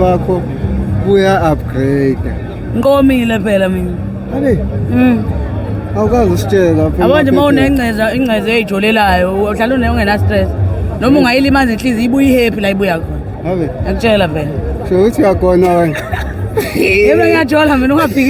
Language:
Zulu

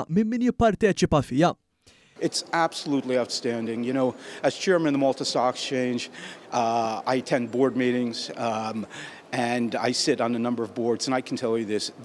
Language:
Maltese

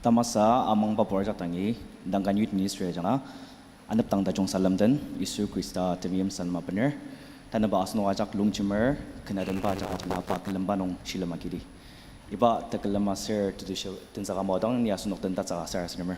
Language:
Ao Naga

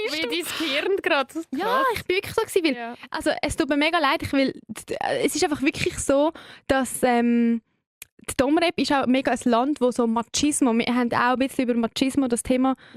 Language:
Swiss German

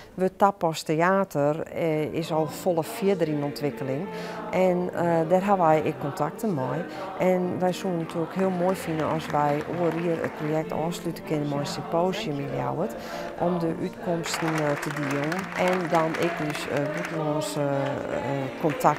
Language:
Western Frisian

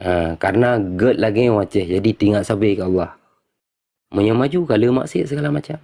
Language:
Achinese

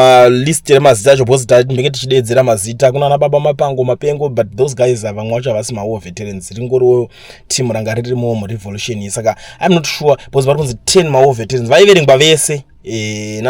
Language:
Shona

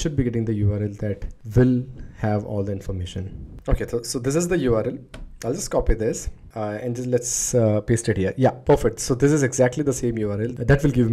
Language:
English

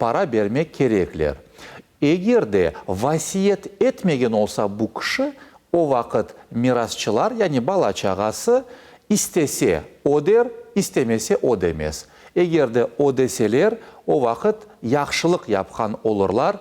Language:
Crimean Tatar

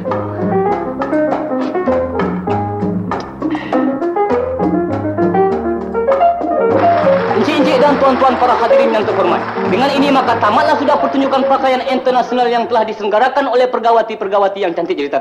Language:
Malay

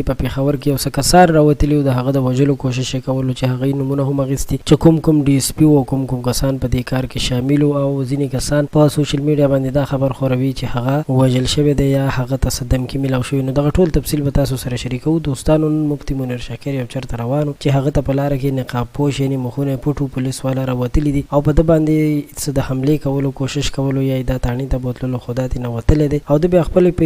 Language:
Pashto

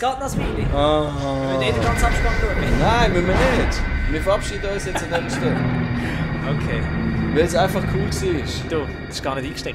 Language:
Swiss German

